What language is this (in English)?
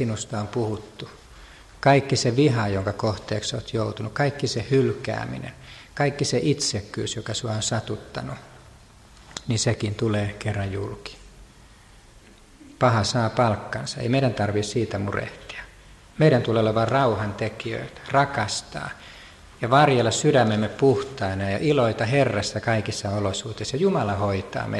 Finnish